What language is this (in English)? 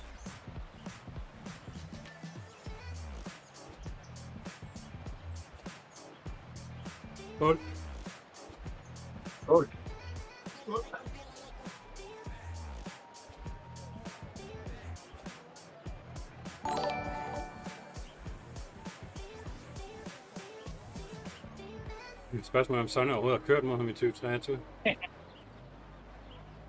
Danish